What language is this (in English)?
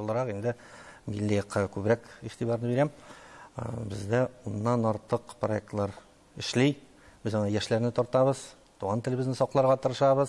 Tatar